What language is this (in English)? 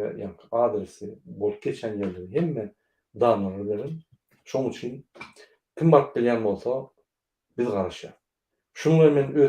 Turkmen